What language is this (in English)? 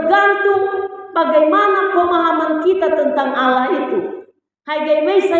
Nias